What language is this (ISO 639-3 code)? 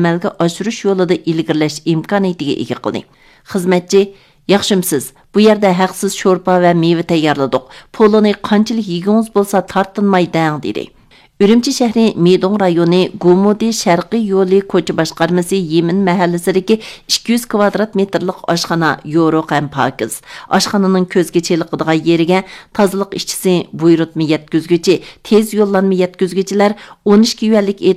uig